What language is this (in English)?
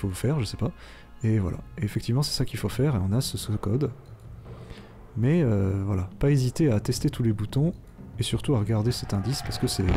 French